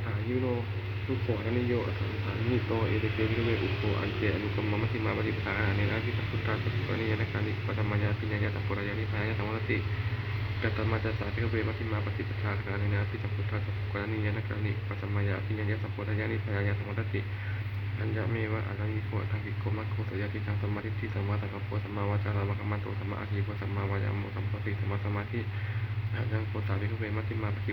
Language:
Pali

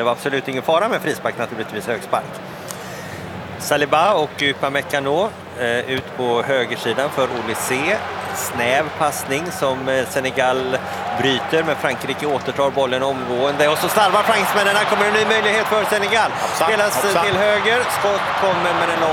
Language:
Swedish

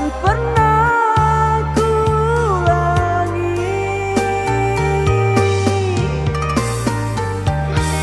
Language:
Indonesian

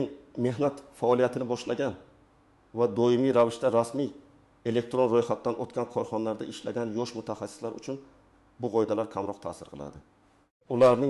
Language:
Uzbek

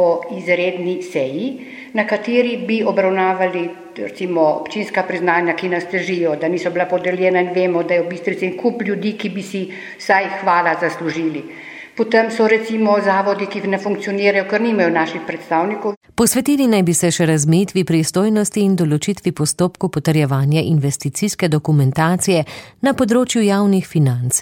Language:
Slovenian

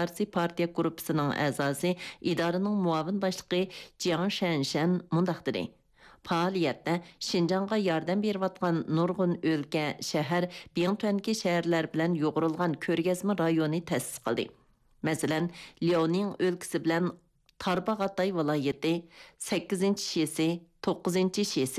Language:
Uyghur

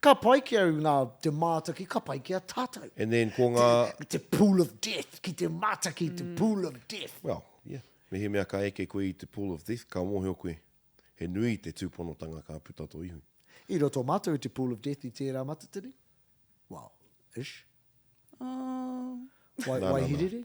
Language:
Māori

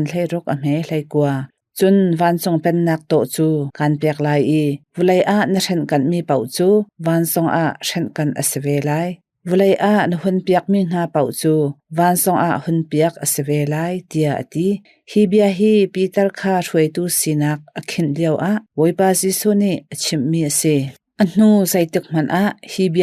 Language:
Hakha Chin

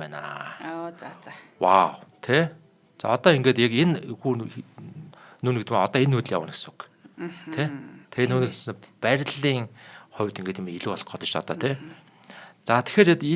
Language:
Mongolian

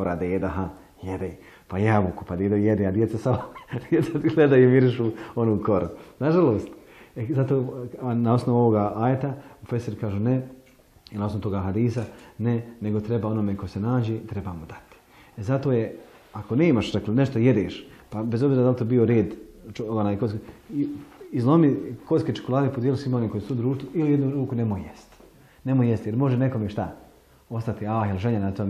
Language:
Bosnian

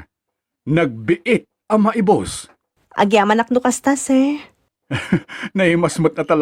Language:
Iloko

